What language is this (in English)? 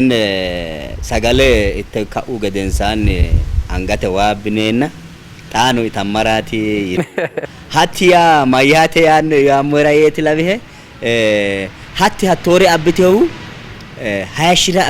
Sidamo